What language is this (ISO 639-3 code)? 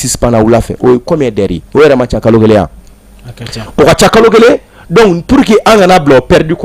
bam